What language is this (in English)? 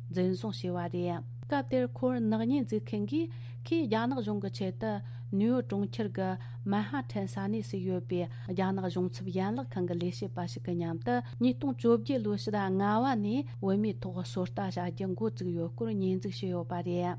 Tibetan